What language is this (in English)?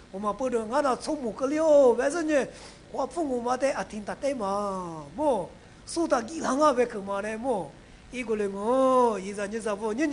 Lisu